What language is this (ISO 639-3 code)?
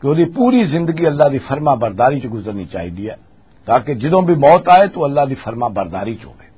lah